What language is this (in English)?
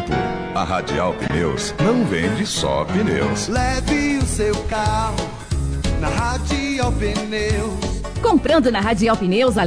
Portuguese